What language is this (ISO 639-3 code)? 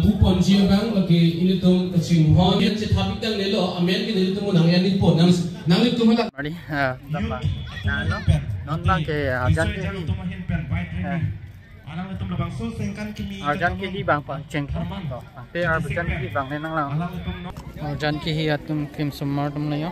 mjw